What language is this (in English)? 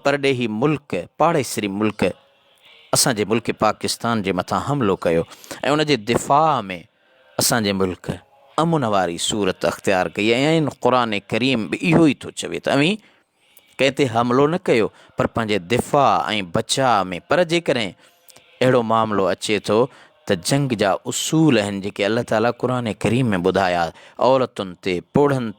Sindhi